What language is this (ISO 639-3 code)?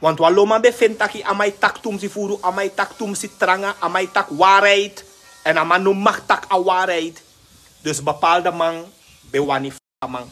srn